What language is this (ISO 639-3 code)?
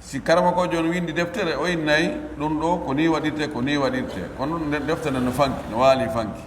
fuf